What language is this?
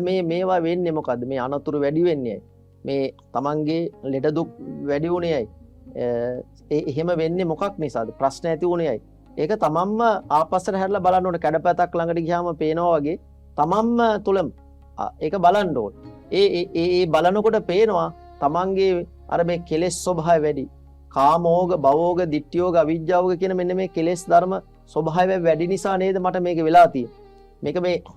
Sinhala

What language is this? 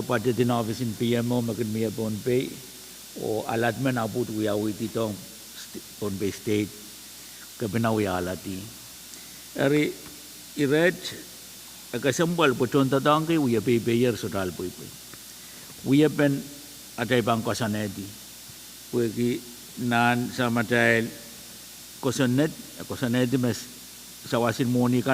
Pohnpeian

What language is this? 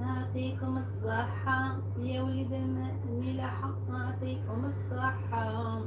Algerian Arabic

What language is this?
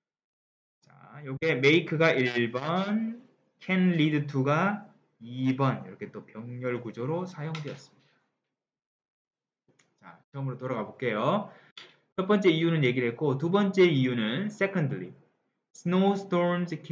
Korean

